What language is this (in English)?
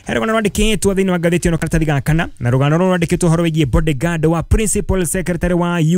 Kikuyu